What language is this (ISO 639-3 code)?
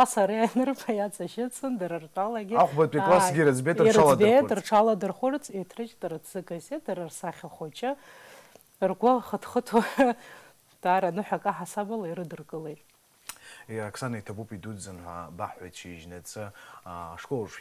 abk